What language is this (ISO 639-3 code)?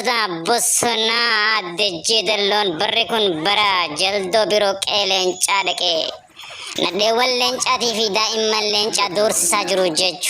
orm